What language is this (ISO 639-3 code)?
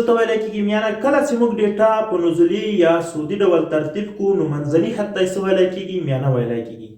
pus